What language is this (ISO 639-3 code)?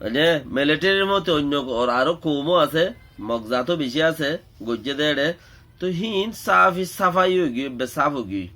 rhg